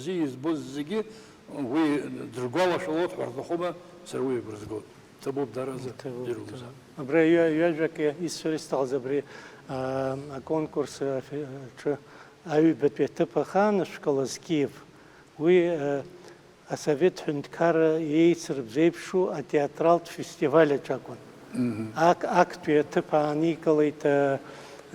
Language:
Abkhazian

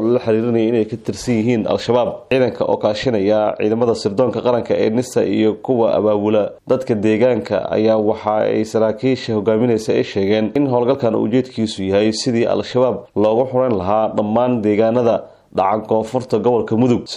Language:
Somali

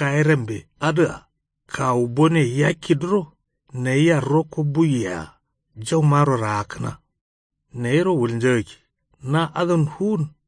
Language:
Kanuri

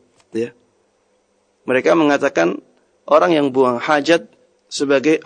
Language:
Indonesian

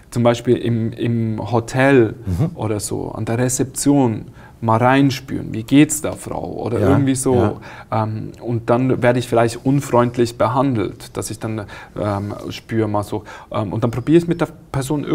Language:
German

